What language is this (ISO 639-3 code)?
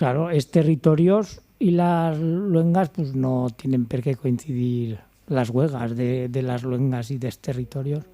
arg